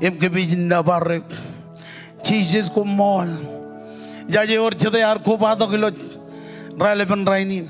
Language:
Marshallese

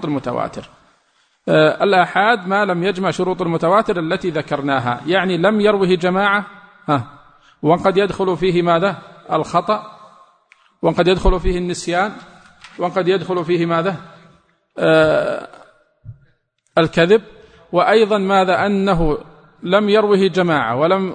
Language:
Arabic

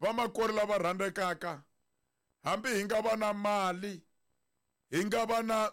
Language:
Tsonga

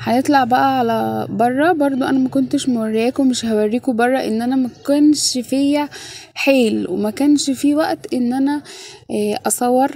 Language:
Egyptian Arabic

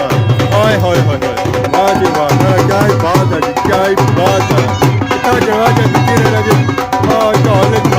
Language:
Pahari-Potwari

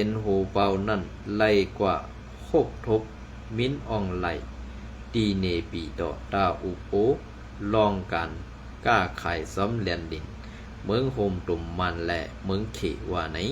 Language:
Shan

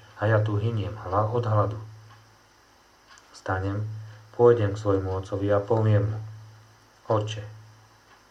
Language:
Slovak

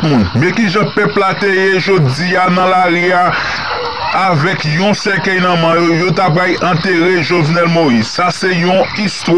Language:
Haitian Creole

